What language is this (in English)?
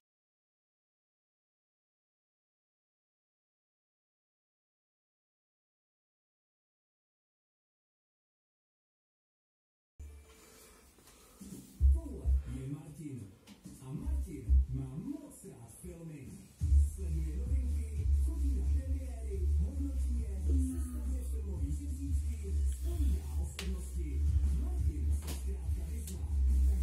Czech